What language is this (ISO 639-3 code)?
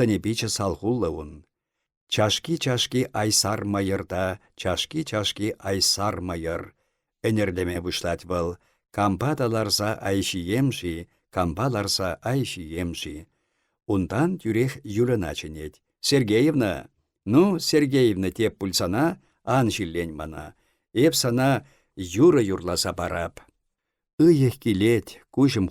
chv